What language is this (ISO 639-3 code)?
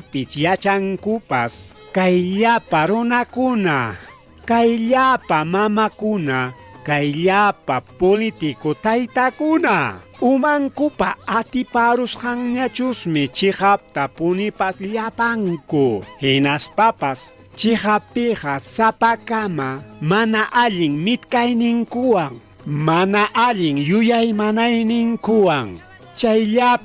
quy